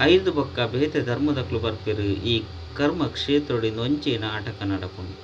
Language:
Tulu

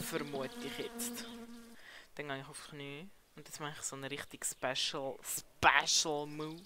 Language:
Swiss German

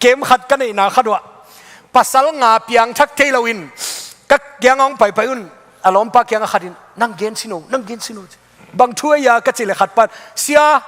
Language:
Tedim Chin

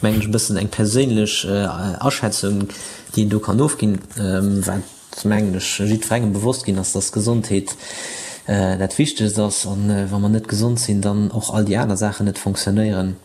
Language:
Luxembourgish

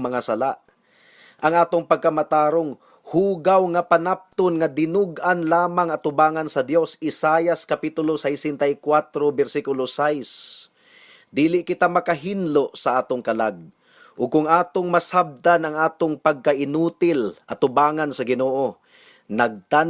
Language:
Cebuano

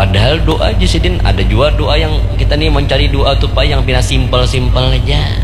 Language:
Banjar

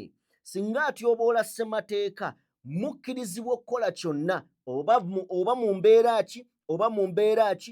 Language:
Ganda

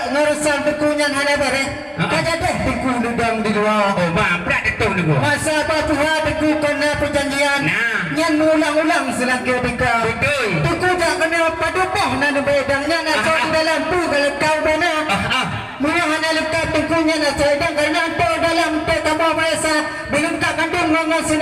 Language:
Achinese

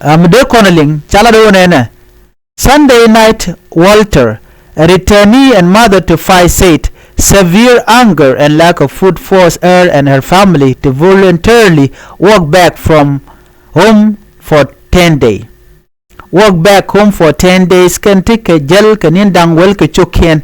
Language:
Nuer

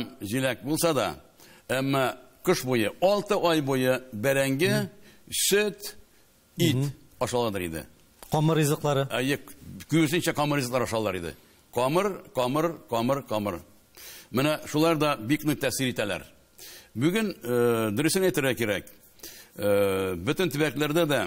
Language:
Tatar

